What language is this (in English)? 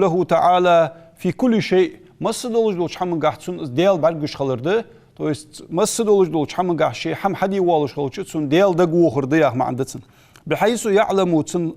Ingush